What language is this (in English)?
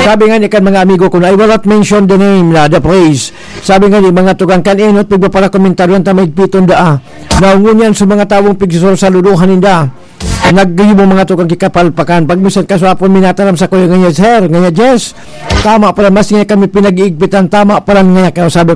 Bikol